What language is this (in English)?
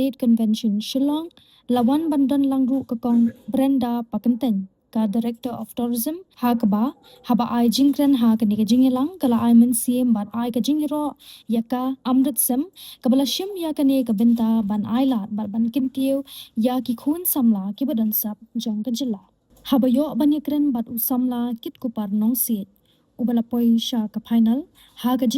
Khasi